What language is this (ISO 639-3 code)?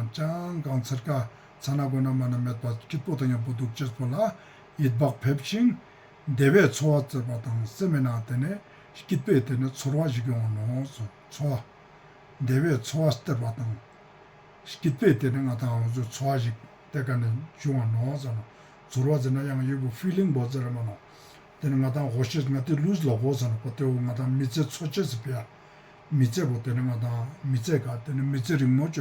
lbj